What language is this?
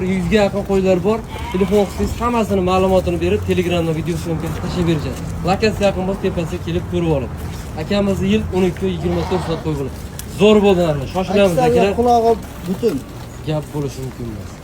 Uzbek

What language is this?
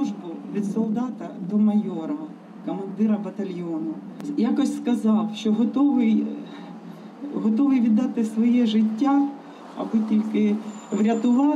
Ukrainian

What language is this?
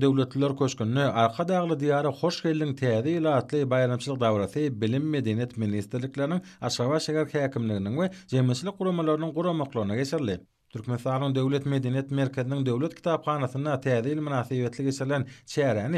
Turkmen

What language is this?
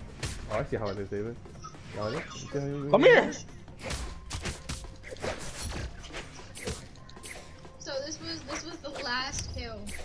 English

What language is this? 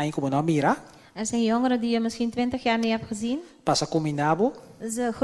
Papiamento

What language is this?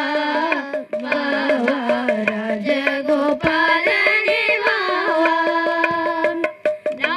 Tamil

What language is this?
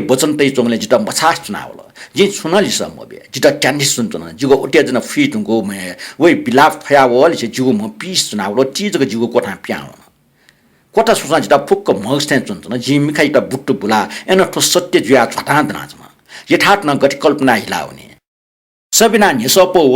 Newari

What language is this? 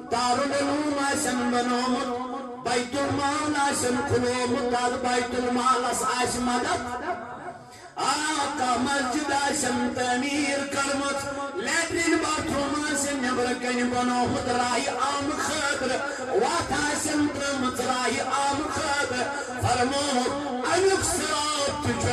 Kashmiri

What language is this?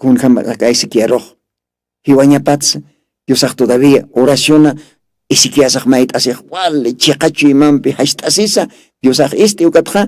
Aymara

